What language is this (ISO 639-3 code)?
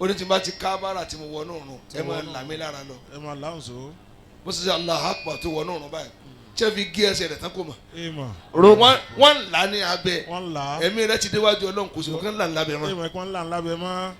yor